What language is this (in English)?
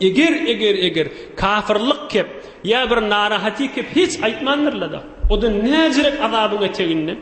Turkmen